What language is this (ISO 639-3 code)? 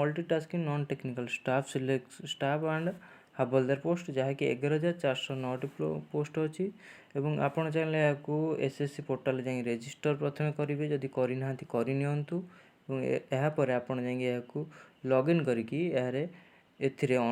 ori